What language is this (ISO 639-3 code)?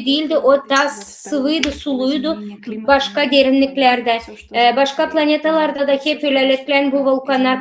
gag